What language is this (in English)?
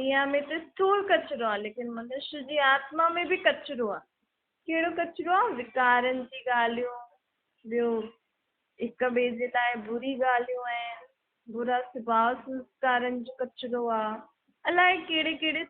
Sindhi